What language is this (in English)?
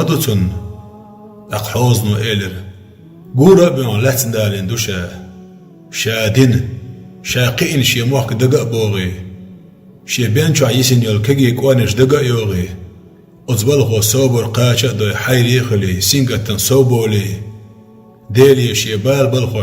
Chechen